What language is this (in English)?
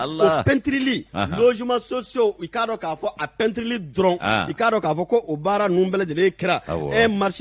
Bambara